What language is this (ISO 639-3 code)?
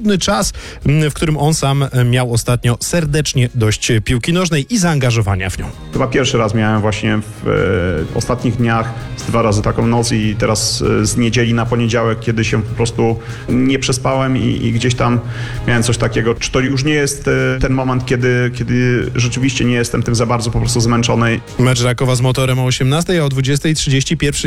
pol